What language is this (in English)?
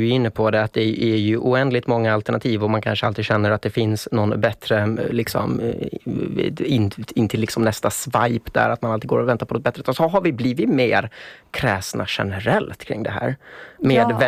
Swedish